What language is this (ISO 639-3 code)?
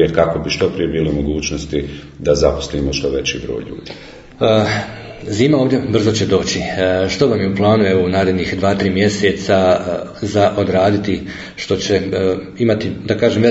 bos